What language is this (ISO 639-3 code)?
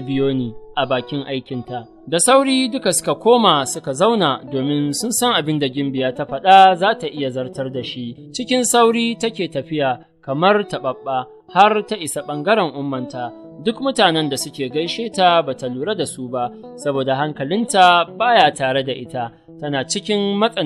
hau